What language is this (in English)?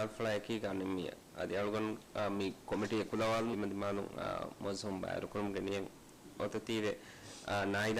Divehi